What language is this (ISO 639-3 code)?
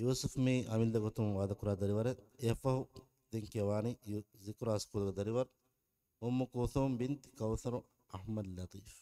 div